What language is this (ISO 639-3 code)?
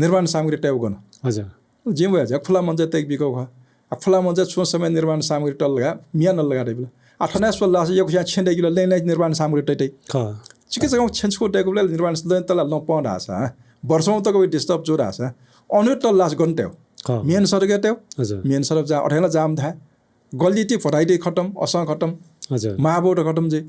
new